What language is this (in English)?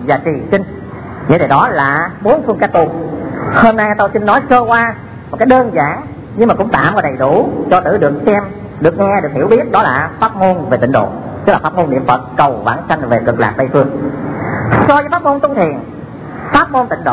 Vietnamese